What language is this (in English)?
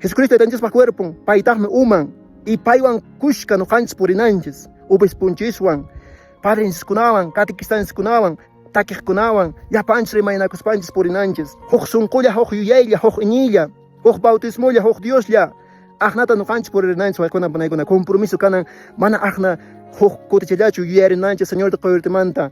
Quechua